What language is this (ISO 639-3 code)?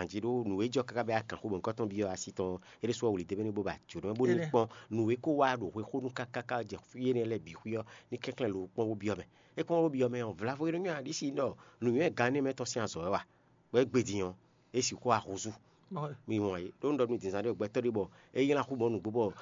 fon